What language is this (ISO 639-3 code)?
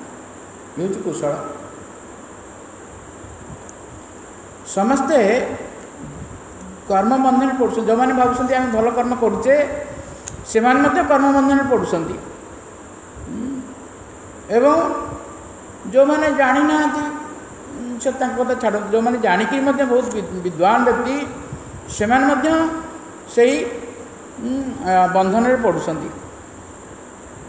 ori